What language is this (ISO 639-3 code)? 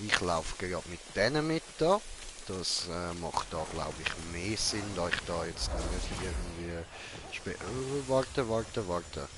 gsw